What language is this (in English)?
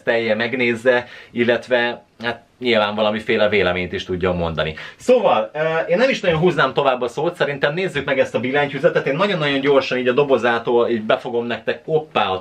Hungarian